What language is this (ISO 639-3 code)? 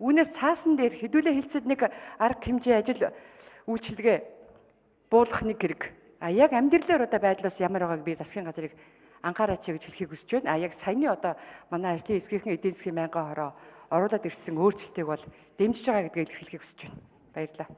mon